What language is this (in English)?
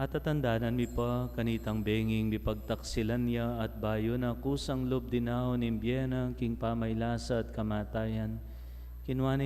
Pampanga